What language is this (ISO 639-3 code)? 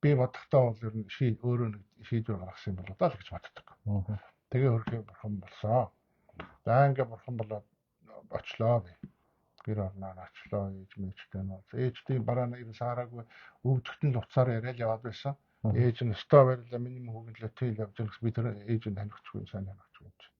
mon